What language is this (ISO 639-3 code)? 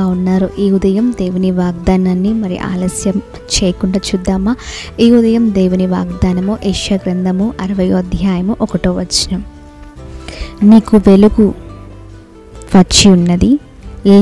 tel